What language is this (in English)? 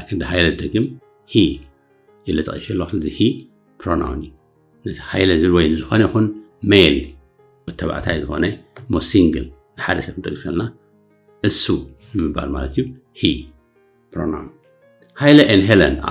Tigrinya